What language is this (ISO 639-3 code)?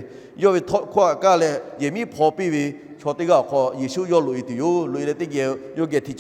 lhu